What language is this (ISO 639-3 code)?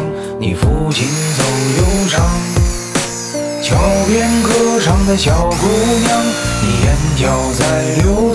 zho